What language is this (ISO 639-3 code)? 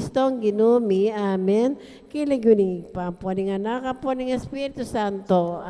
pam